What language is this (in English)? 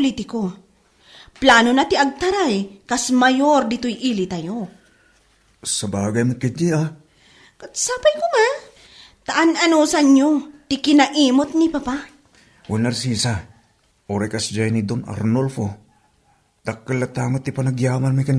Iloko